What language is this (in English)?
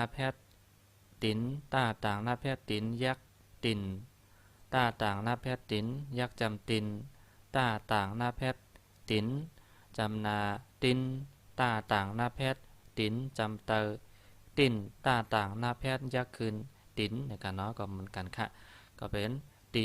Shan